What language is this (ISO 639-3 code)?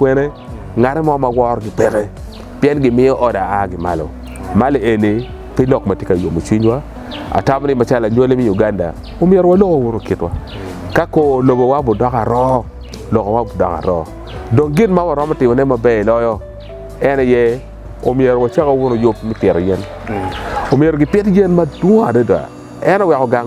ach